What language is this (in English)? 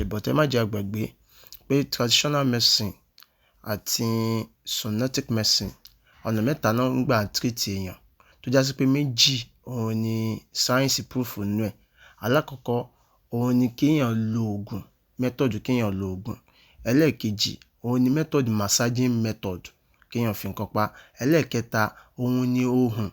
Yoruba